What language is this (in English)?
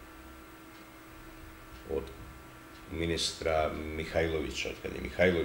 Serbian